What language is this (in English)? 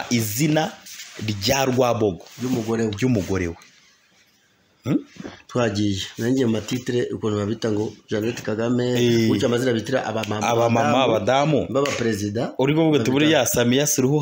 Kinyarwanda